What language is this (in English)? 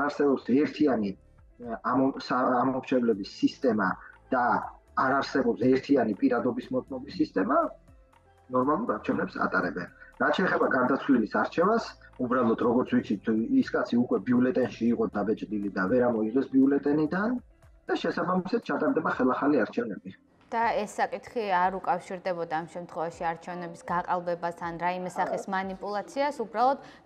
Georgian